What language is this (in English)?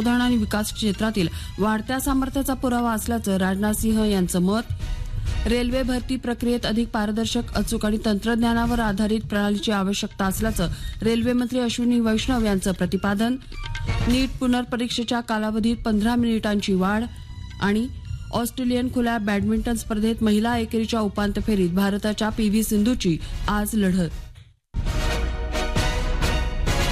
Marathi